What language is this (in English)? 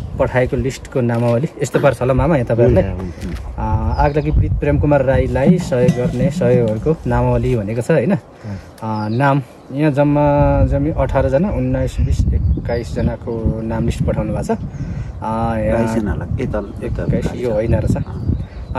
Nepali